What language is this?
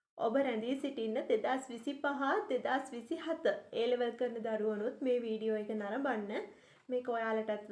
Sinhala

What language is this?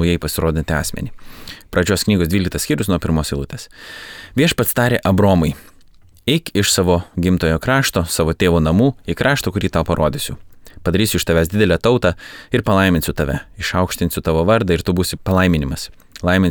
Lithuanian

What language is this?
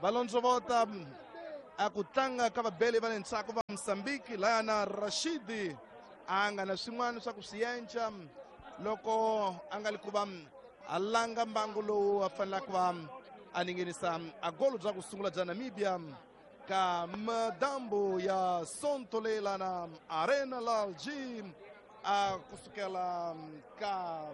Tsonga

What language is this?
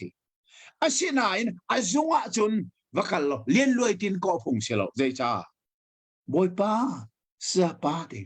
Hakha Chin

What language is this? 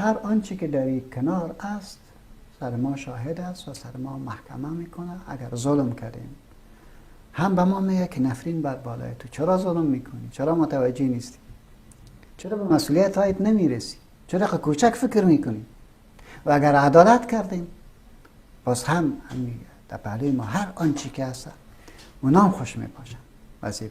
Persian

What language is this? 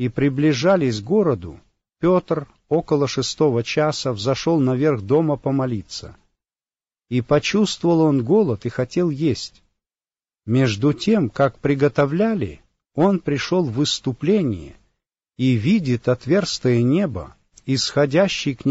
Russian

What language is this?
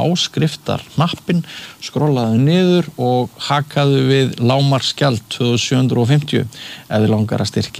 Icelandic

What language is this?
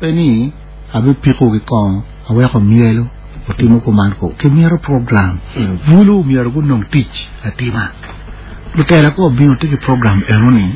Acoli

